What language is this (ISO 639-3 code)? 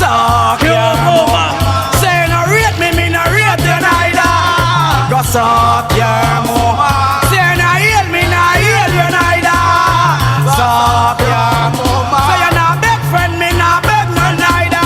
jam